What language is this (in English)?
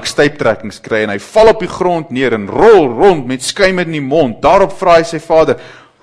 Afrikaans